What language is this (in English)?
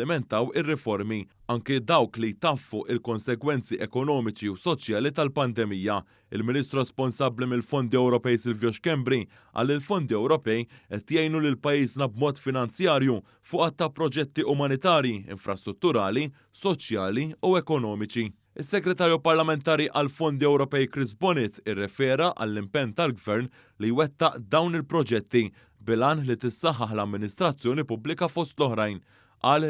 Maltese